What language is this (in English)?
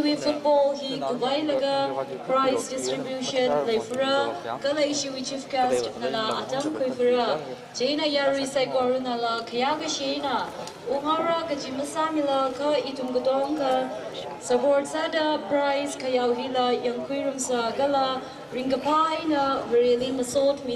Tangkhul Naga (India)